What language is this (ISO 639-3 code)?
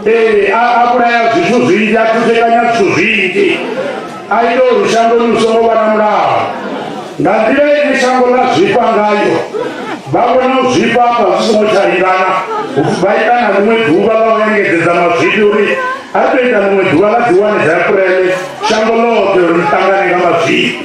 ven